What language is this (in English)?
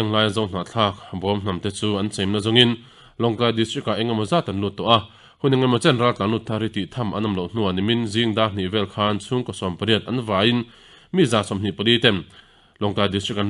Mizo